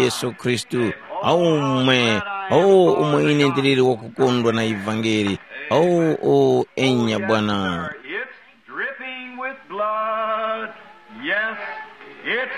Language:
Tumbuka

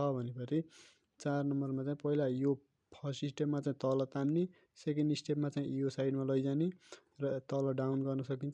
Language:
Nepali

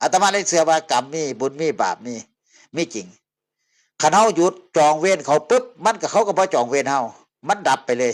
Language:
Northeastern Thai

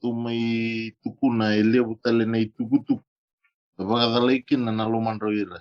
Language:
Fijian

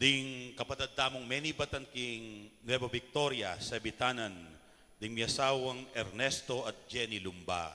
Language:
Pampanga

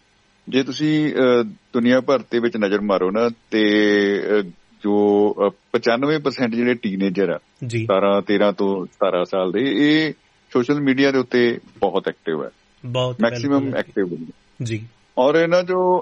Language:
Punjabi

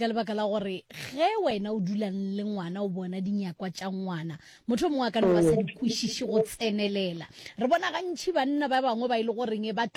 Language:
Northern Sotho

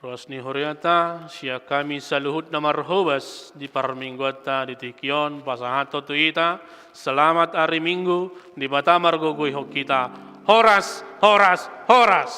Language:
Batak Toba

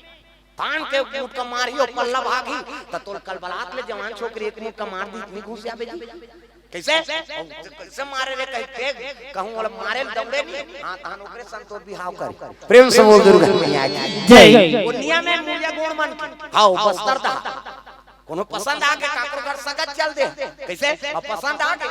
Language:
Chhattisgarhi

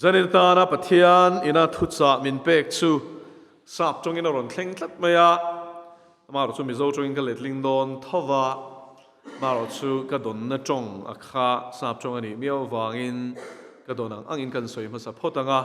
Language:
Mizo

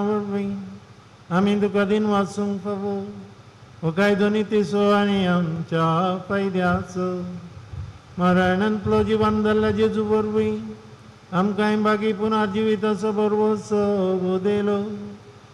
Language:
Konkani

